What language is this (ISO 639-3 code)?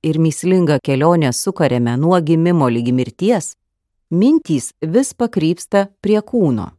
lit